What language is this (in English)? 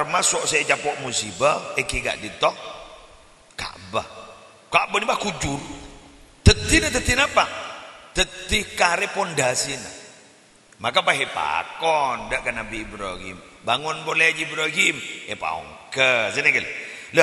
Madurese